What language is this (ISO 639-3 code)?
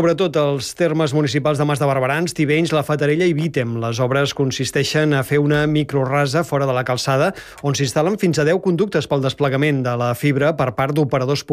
cat